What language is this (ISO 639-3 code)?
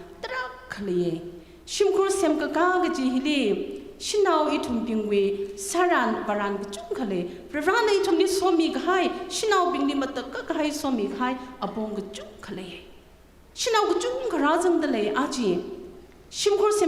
nmf